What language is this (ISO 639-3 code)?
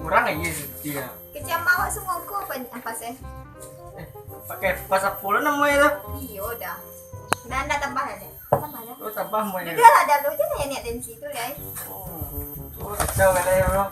min